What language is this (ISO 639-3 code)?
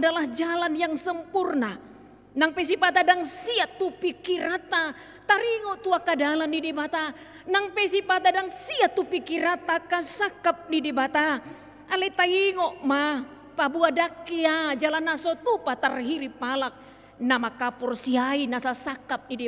bbc